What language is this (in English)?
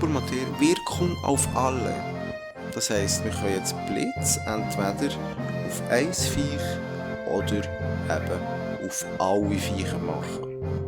Swiss German